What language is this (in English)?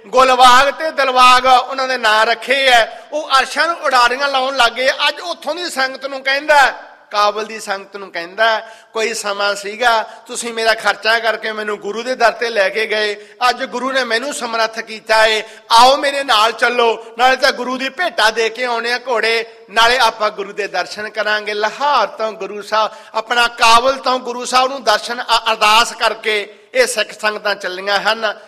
Punjabi